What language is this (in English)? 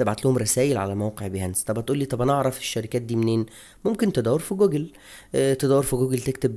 Egyptian Arabic